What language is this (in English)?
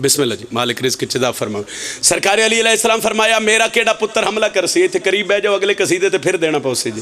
Pahari-Potwari